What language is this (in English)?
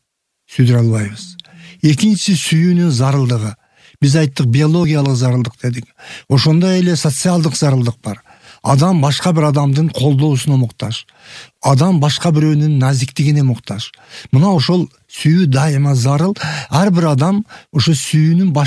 Kyrgyz